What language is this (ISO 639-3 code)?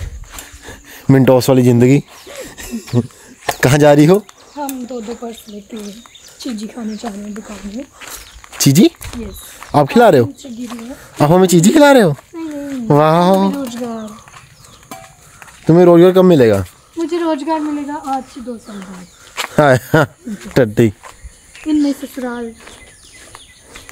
hin